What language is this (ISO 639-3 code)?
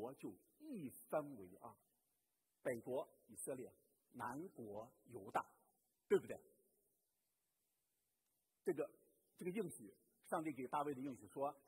zho